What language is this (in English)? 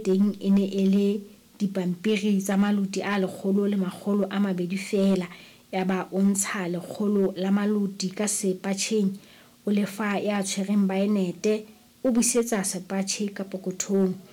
Southern Sotho